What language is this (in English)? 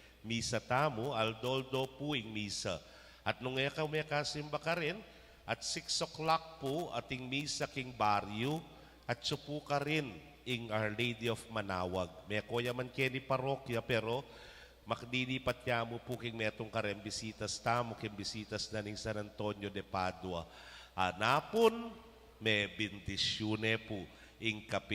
Pampanga